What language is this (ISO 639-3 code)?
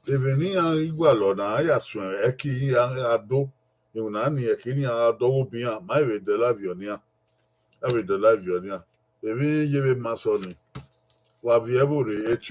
bin